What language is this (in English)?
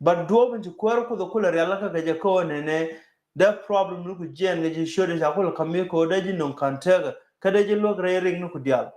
Nuer